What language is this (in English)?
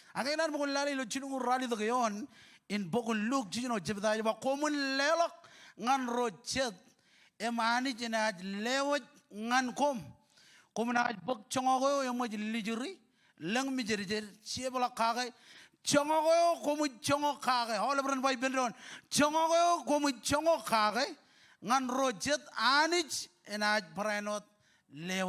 Marshallese